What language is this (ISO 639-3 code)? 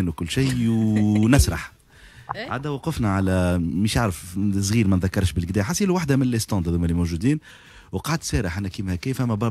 aeb